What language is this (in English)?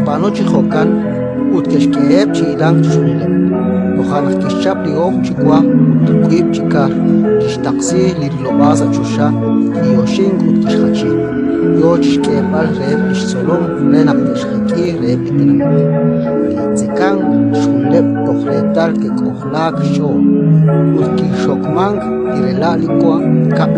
Kekchí